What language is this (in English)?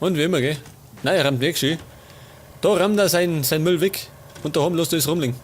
Bavarian